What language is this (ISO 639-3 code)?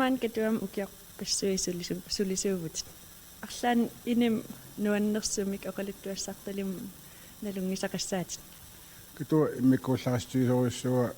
kal